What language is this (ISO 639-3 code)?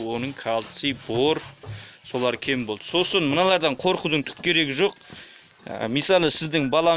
kaz